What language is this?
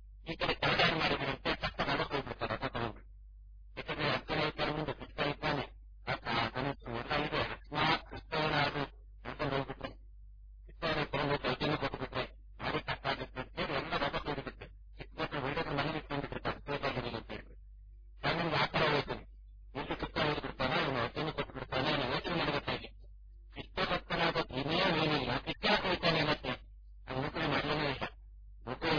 Kannada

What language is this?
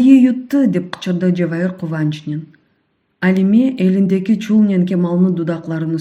Crimean Tatar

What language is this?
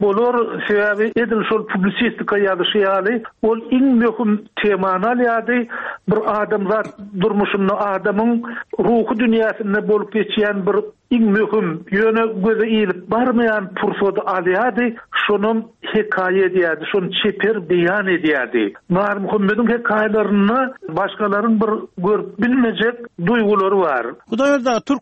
Turkmen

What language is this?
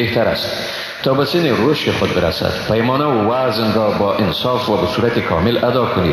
Persian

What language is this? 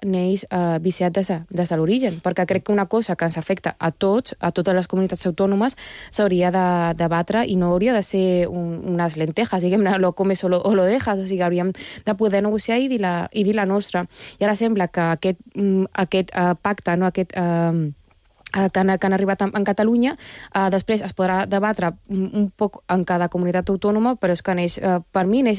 Catalan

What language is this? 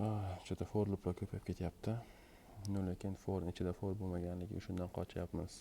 Uzbek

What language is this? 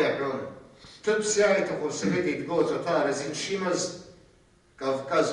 Abkhazian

